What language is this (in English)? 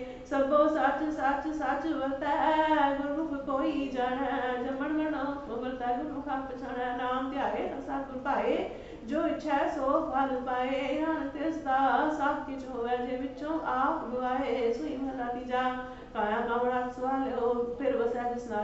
Punjabi